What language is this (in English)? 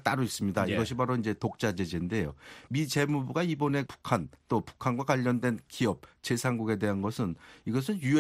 Korean